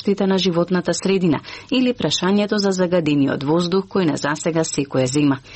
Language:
Macedonian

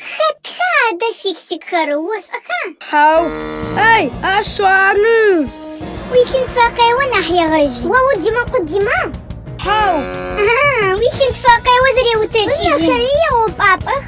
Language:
Adyghe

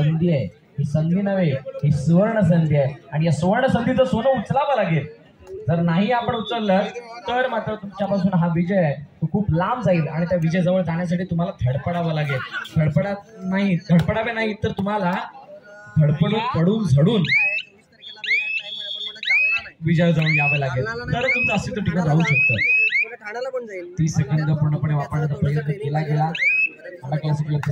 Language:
Marathi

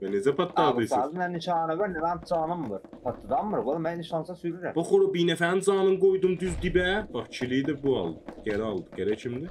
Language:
South Azerbaijani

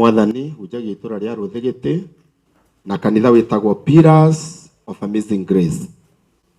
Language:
Kikuyu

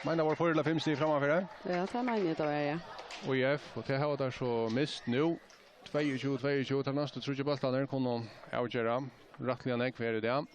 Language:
Faroese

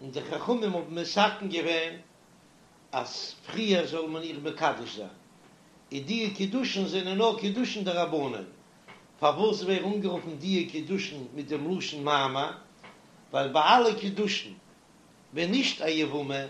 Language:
Yiddish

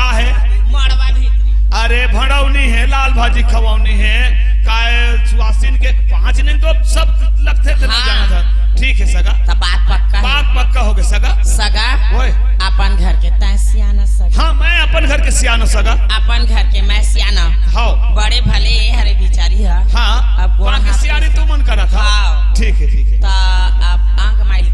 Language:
Chhattisgarhi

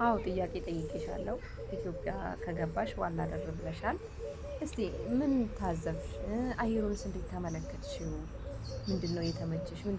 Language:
Amharic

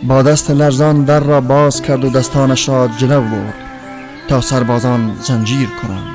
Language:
Tajik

